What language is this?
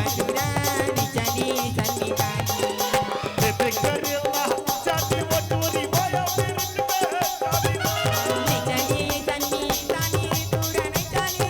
Chhattisgarhi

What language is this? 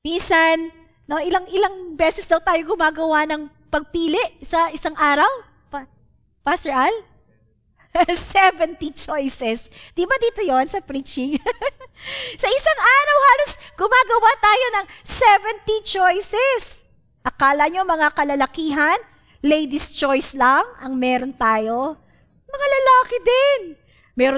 Filipino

